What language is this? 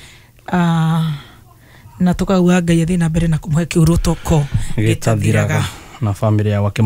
Kikuyu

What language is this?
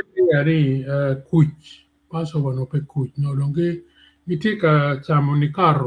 Acoli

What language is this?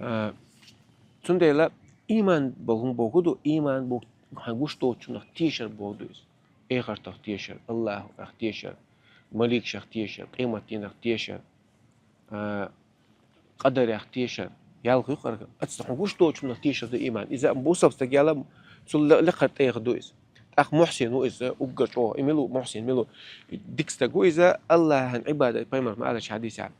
Chechen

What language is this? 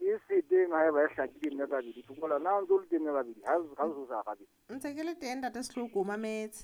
Southern Sotho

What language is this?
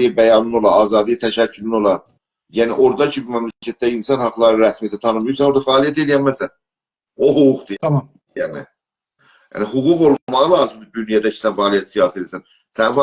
South Azerbaijani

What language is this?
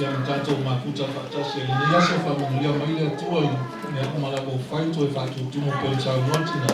Samoan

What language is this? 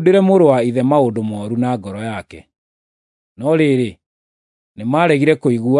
Kikuyu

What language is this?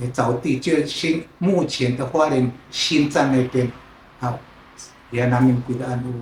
Sakizaya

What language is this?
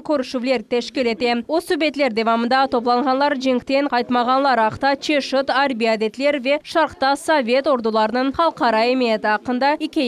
Crimean Tatar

